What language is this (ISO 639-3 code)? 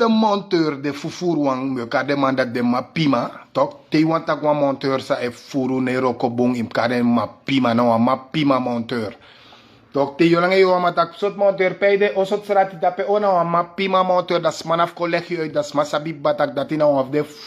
srn